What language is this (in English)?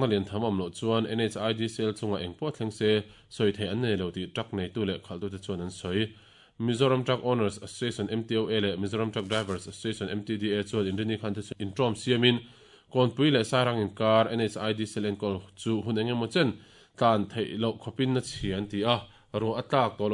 Mizo